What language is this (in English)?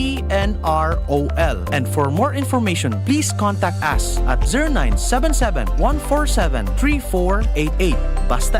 Bikol